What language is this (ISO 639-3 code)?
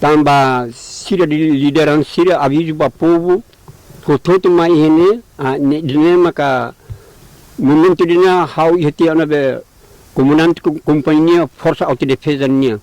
tet